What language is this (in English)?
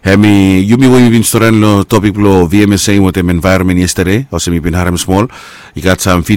Bislama